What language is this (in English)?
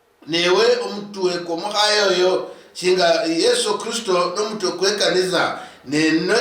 Luyia